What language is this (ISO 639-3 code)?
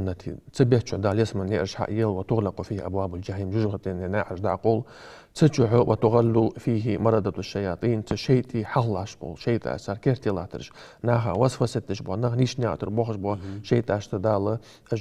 inh